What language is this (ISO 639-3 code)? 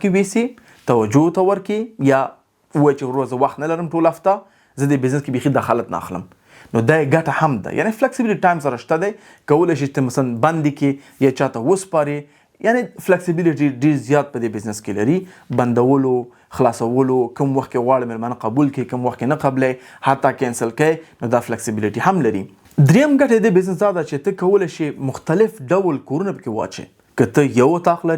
pus